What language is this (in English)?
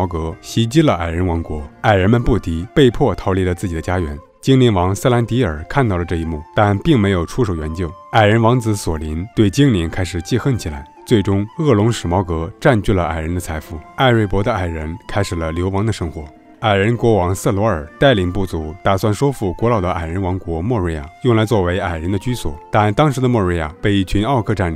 Chinese